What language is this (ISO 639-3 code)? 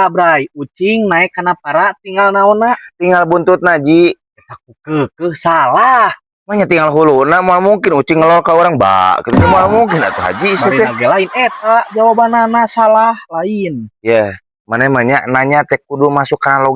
sun